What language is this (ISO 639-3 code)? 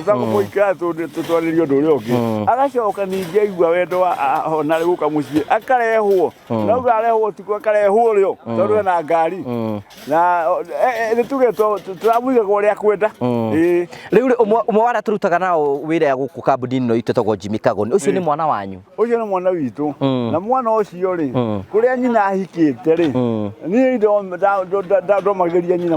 kik